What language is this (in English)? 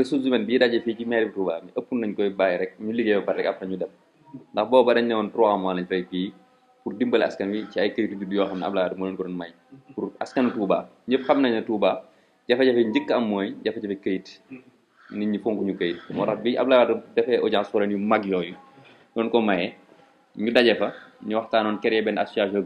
Wolof